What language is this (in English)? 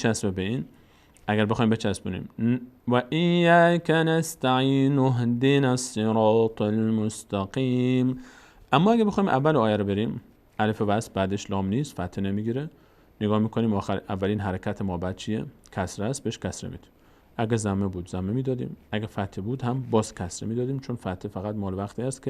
Persian